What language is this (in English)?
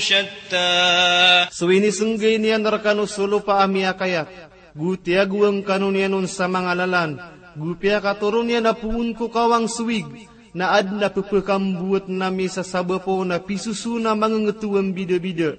Maranao